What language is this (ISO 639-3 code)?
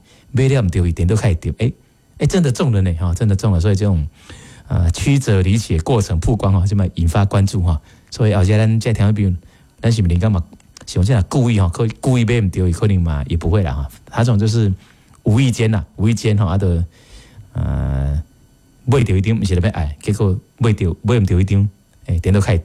nan